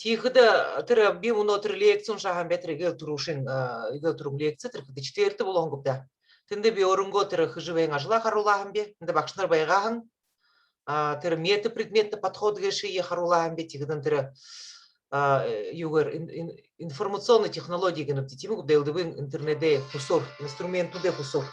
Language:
Buriat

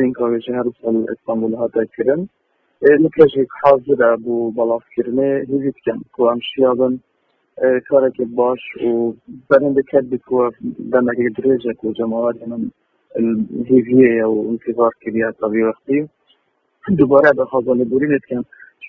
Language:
Kurdish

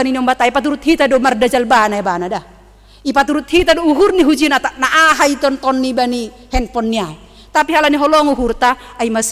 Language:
Batak Simalungun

